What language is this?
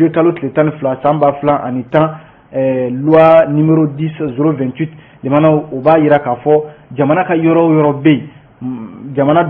Bambara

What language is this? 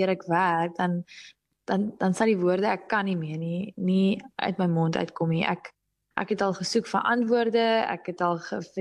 Afrikaans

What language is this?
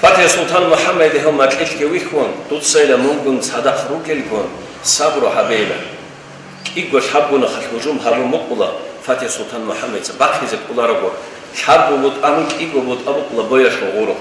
Avaric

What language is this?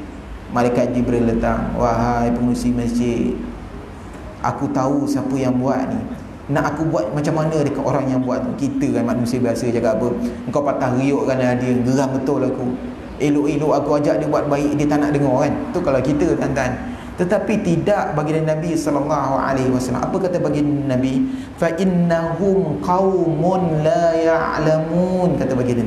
Malay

